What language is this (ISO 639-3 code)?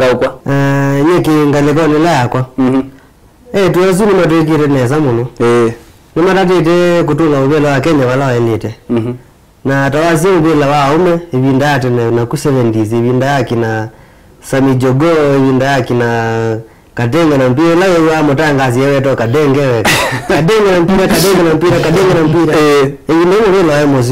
kam